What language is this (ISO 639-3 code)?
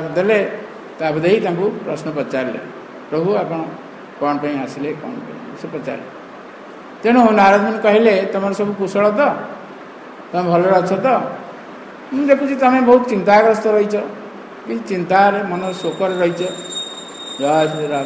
ori